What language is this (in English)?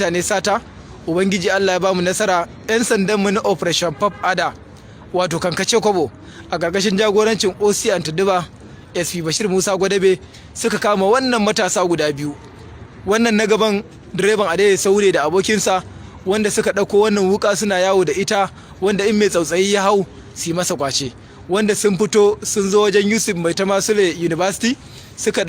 Hausa